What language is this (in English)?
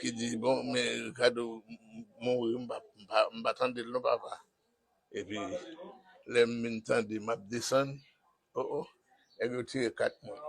Haitian Creole